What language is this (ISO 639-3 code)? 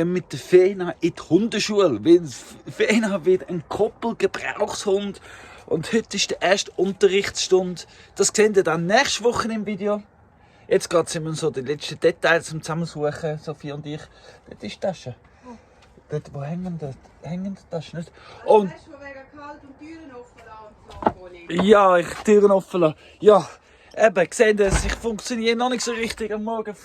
gsw